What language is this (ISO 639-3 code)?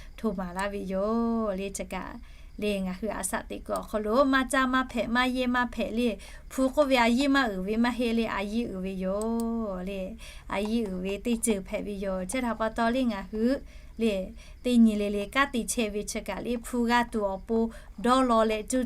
lhu